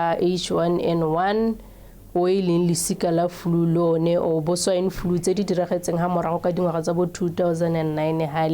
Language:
Tswana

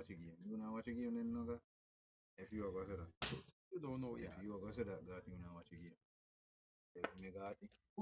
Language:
Jamaican Creole English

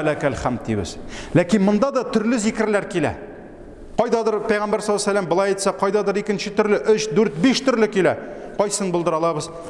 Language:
Tatar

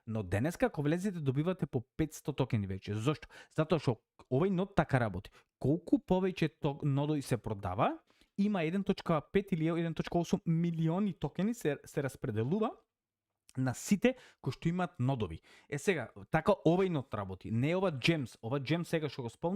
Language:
Macedonian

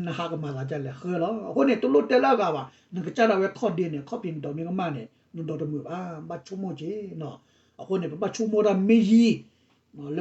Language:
S'gaw Karen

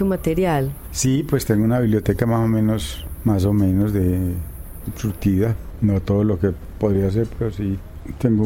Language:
Spanish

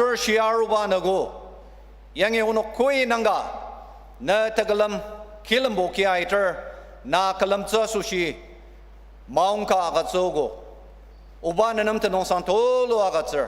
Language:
Ao Naga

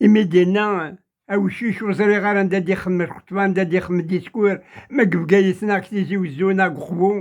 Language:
Kabyle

